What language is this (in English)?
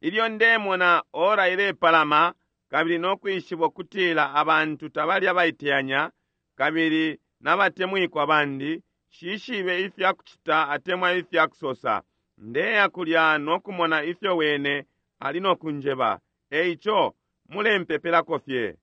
Bemba